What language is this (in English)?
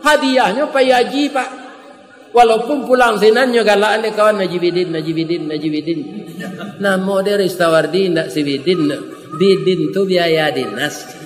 Minangkabau